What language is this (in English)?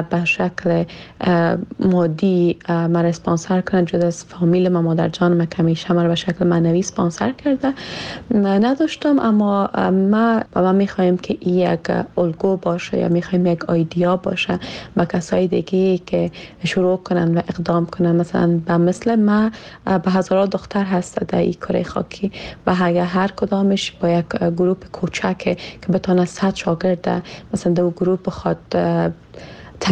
Persian